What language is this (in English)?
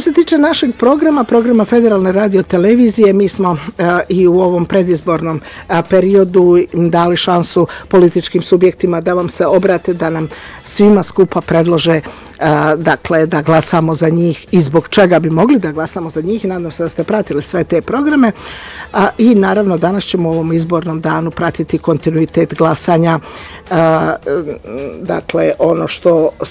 Bosnian